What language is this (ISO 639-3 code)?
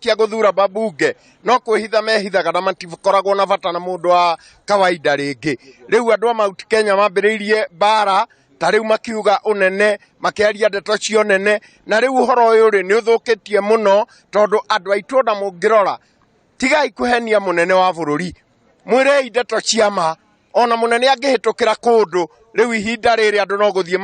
kik